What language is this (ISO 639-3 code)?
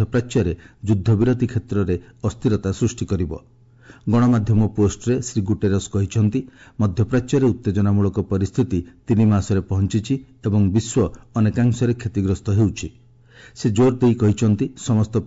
ori